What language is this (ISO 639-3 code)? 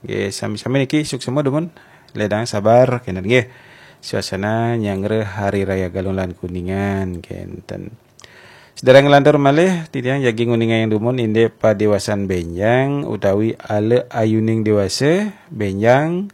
ban